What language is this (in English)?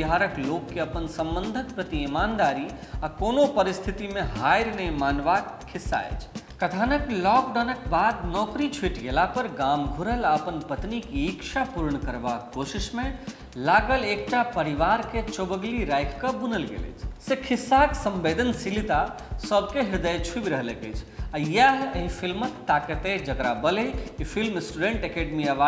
Maithili